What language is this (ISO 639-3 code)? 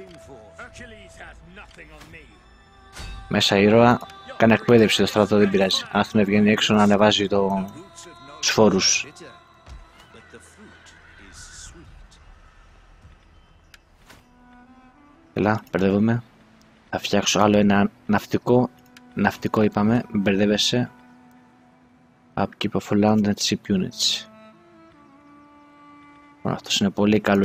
ell